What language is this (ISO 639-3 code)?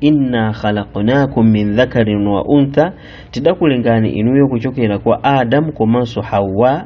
nya